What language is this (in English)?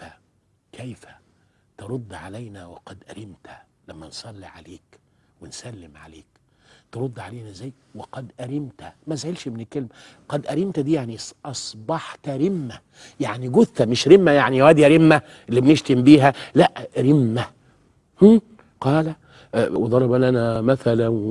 Egyptian Arabic